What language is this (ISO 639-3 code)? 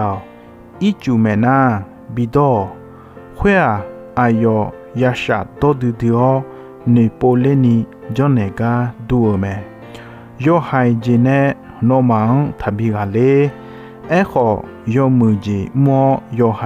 ahk